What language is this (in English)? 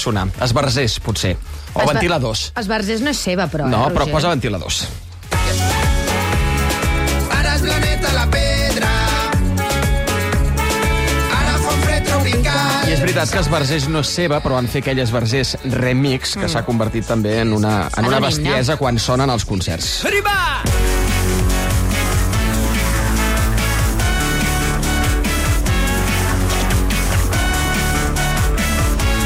Catalan